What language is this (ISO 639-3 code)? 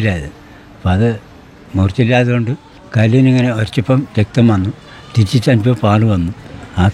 mal